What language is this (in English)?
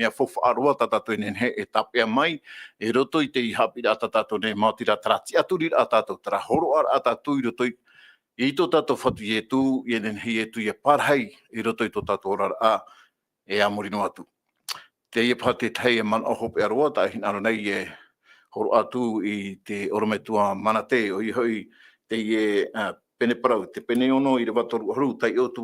Tahitian